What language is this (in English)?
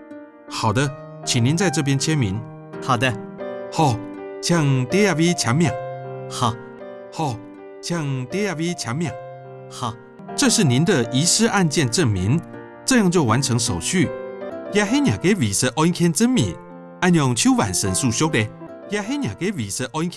Hakka Chinese